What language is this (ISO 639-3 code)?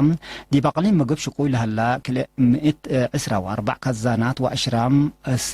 tig